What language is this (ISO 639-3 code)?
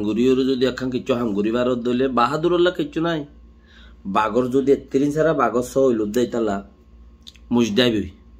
rhg